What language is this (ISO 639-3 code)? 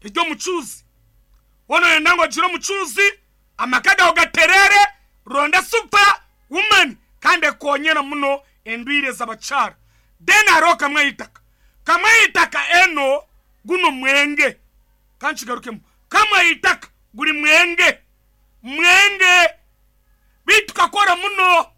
nyn